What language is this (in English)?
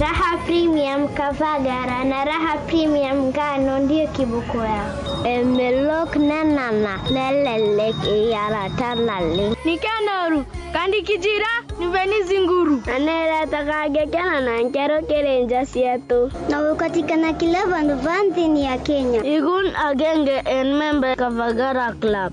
Meru